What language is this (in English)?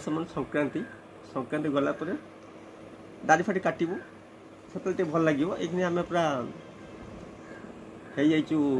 Odia